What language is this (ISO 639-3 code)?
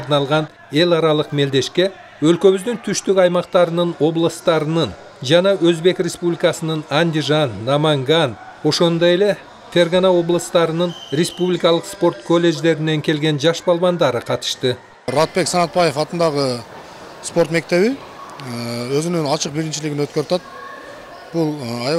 kir